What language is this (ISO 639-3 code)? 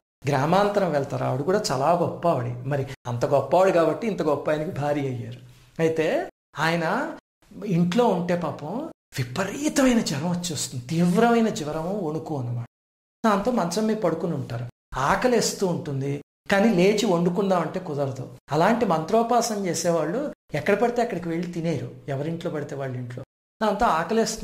tel